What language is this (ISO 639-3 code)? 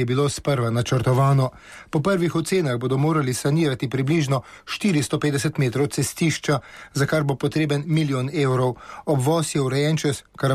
slv